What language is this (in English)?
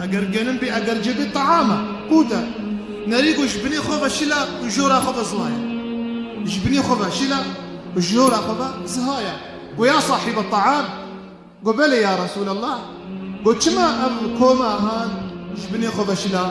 Kurdish